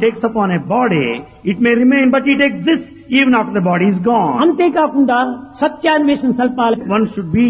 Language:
Telugu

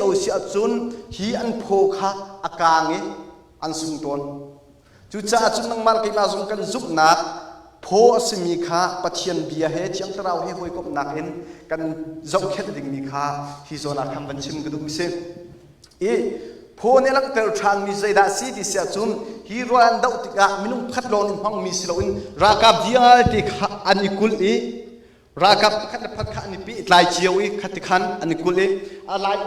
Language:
Hakha Chin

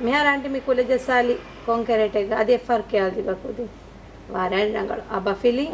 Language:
Divehi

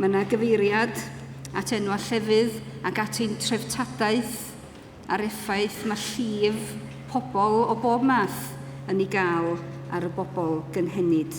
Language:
Welsh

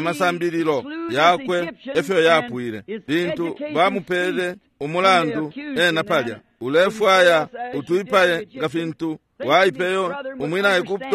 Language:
Bemba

